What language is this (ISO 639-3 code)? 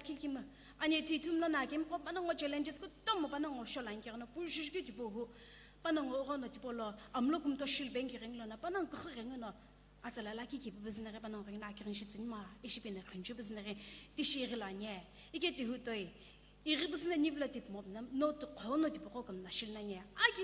nsm